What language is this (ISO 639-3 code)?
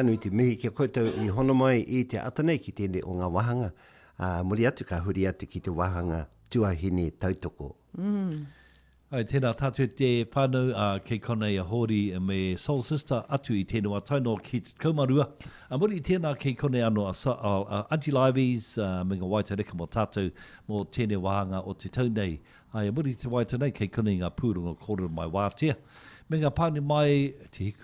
mri